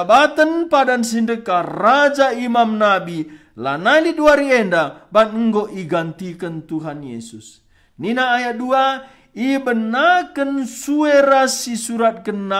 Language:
Batak Karo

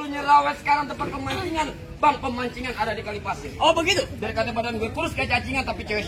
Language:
Betawi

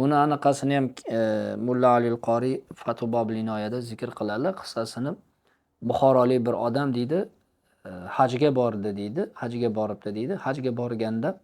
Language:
Uzbek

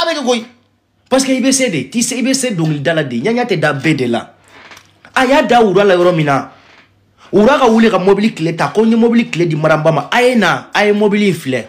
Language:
Bambara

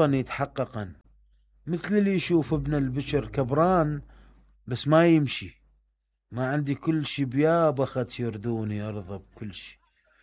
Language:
Mesopotamian Arabic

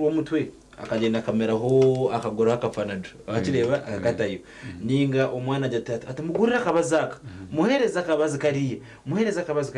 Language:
Nyankole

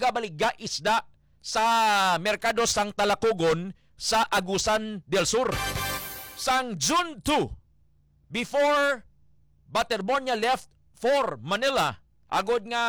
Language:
Hiligaynon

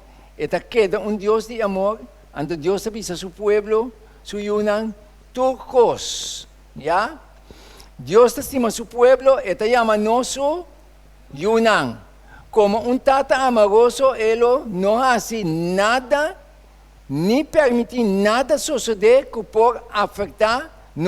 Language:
Papiamento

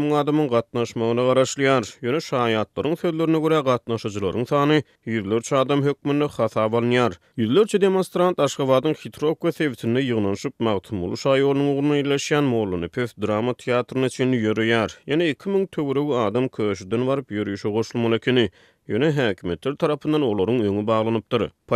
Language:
Turkmen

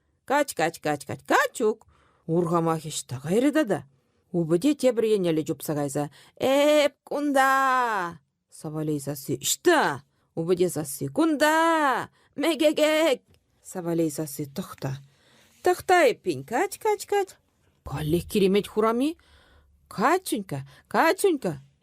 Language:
Chuvash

